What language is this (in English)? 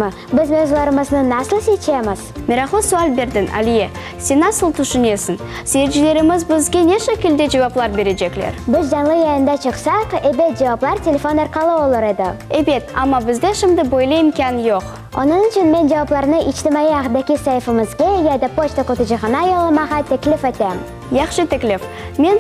Crimean Tatar